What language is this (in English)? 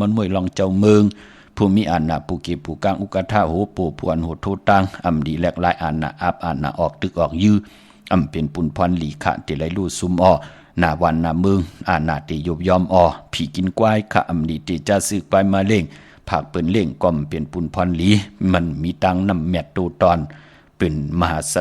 Shan